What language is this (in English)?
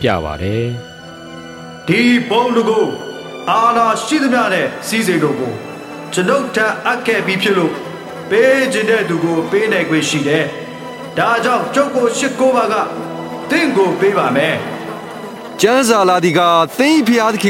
Burmese